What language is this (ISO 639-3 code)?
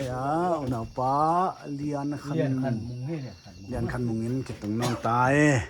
pck